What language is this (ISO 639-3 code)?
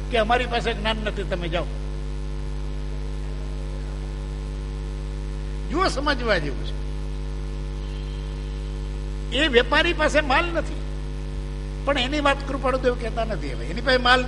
guj